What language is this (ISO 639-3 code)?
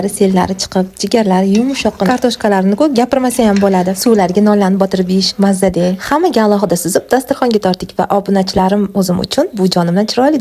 uzb